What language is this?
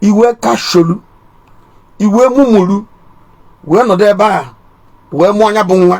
Igbo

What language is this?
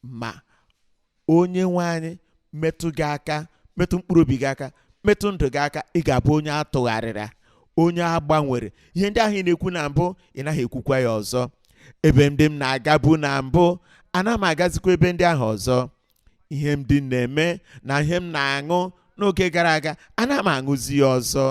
Igbo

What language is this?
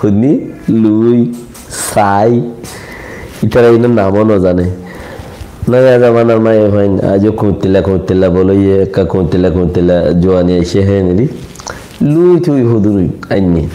Rohingya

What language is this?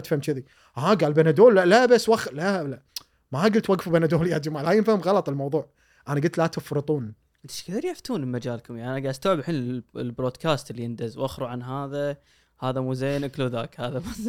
Gulf Arabic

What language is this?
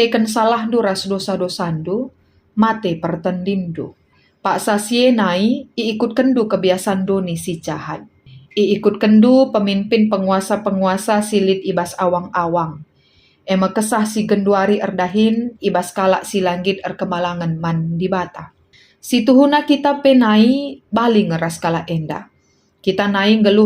Batak Karo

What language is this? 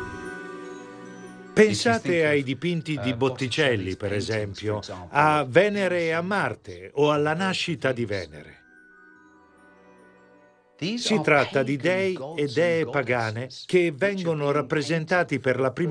Italian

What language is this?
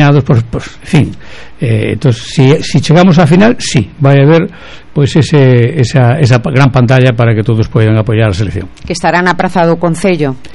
Galician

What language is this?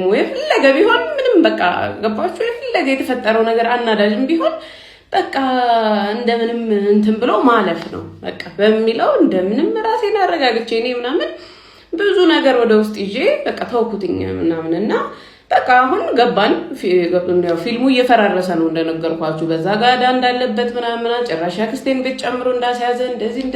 Amharic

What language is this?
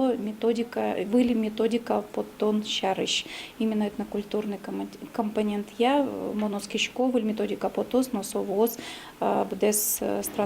Udmurt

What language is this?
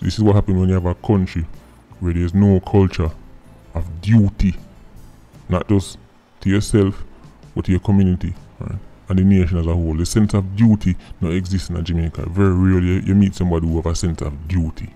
Jamaican Creole English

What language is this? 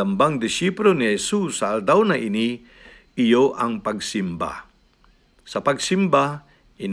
Bikol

